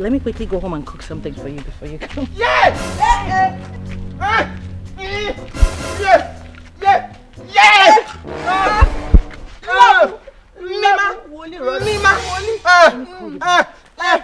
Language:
Nigerian Pidgin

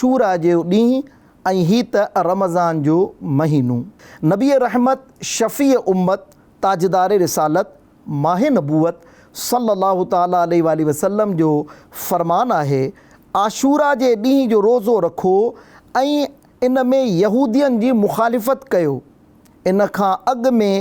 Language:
Sindhi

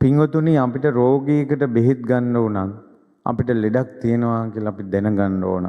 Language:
Sinhala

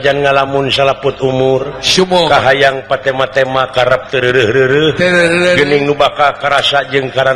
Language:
Sundanese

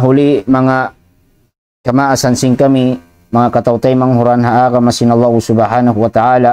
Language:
Tausug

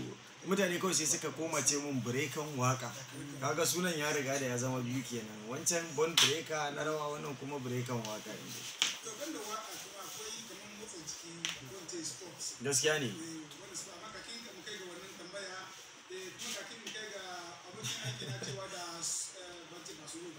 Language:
Hausa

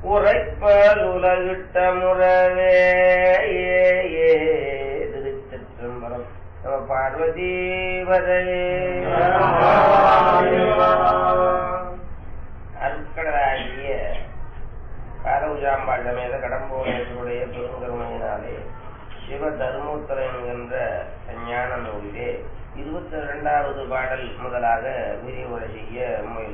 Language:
Tamil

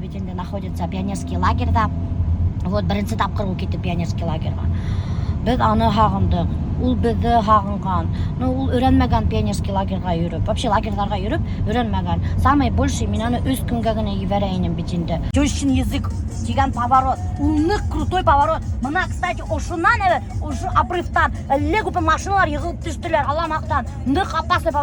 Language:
Bashkir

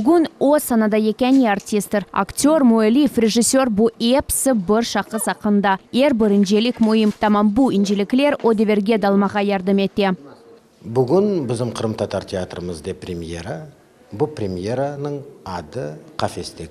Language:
Crimean Tatar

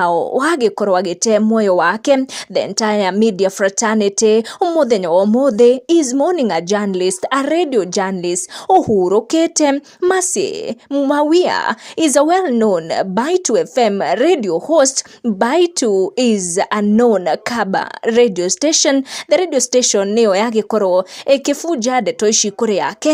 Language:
Kikuyu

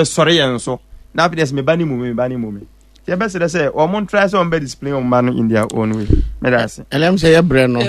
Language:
Akan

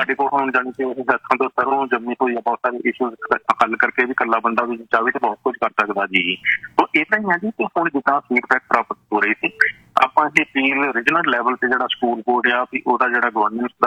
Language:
Punjabi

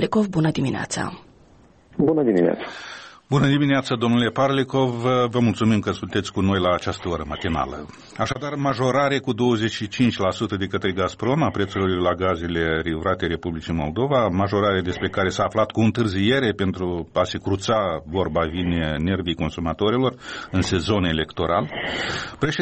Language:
Romanian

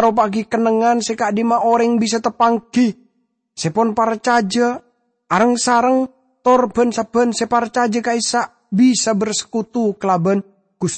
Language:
Madurese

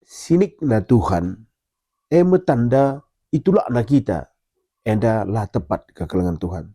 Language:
Batak Karo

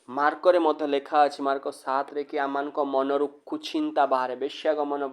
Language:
Odia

